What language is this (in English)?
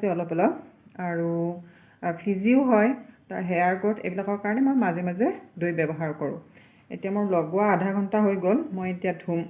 Assamese